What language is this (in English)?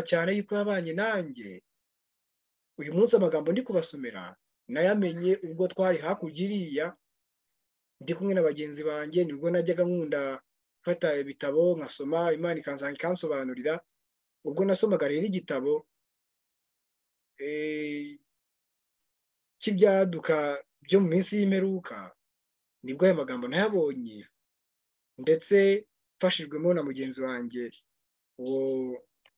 Kinyarwanda